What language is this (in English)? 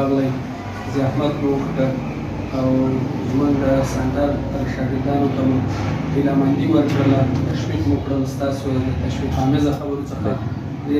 Pashto